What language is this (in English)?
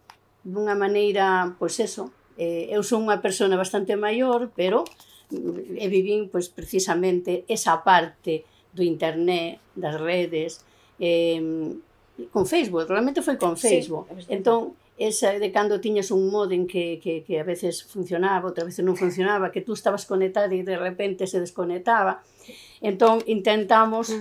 Galician